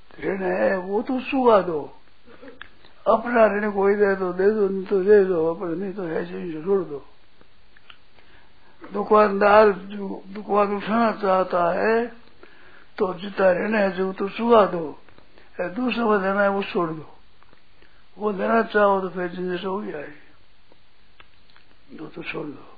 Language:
Hindi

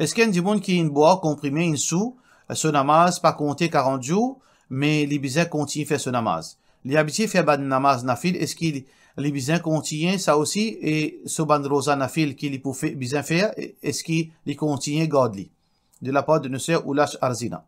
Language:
Morisyen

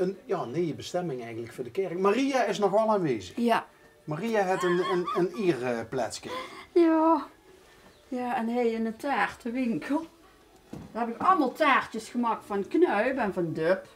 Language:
Limburgish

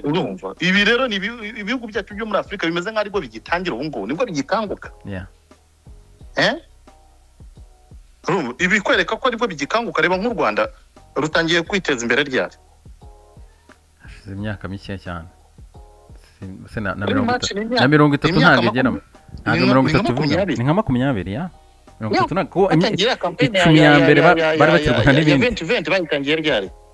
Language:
Kinyarwanda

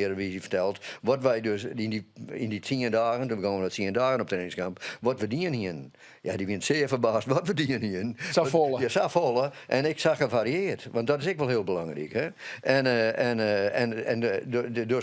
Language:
Western Frisian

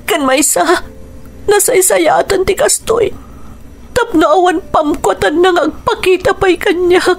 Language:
Iloko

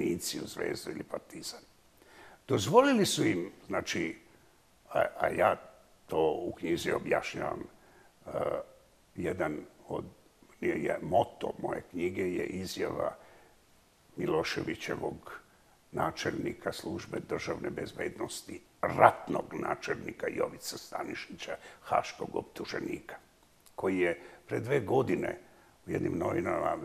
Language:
Bosnian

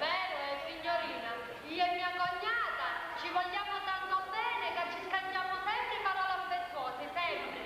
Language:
Sicilian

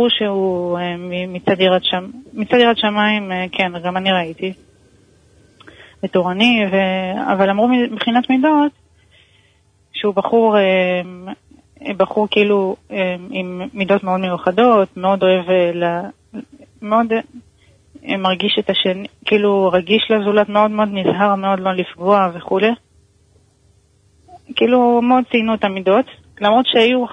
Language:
Hebrew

